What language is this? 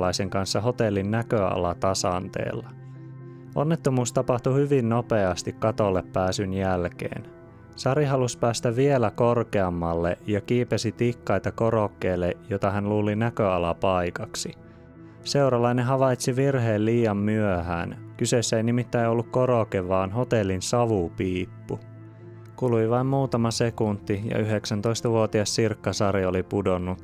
Finnish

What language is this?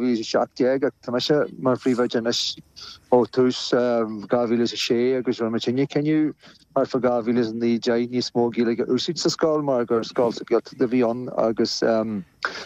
Irish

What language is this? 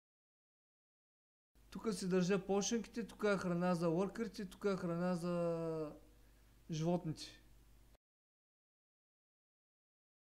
Bulgarian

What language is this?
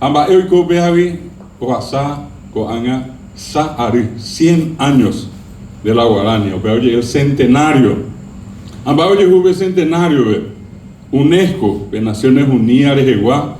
Guarani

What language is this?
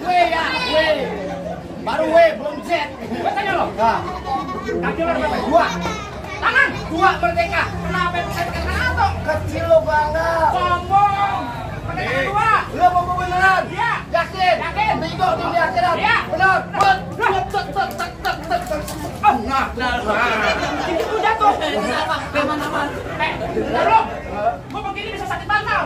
Betawi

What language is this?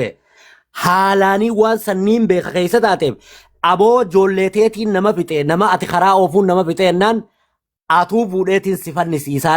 Oromo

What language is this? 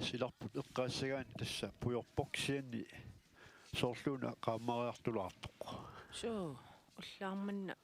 Kalaallisut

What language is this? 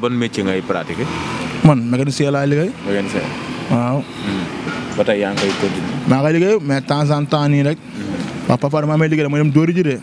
Wolof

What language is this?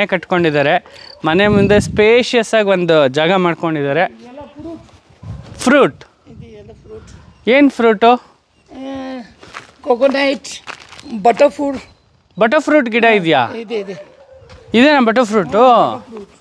Kannada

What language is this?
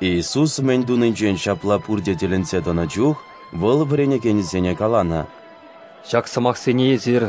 Chuvash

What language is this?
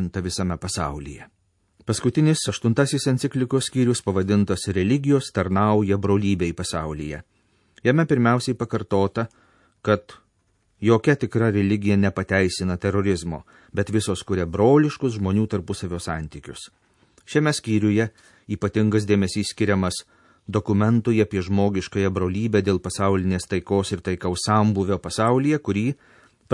Lithuanian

